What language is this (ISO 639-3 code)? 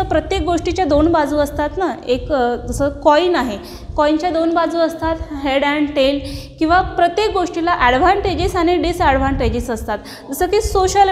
mar